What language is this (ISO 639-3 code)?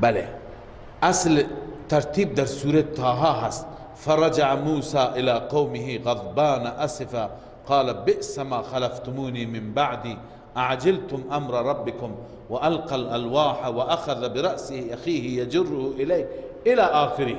fas